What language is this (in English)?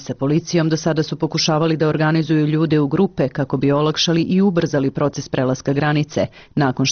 Serbian